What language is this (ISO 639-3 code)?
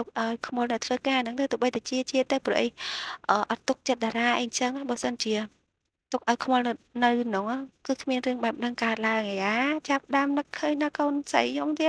khm